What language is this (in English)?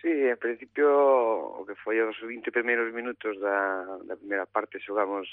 Galician